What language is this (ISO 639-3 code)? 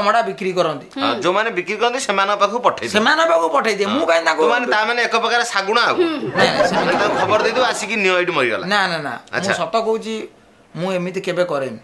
ori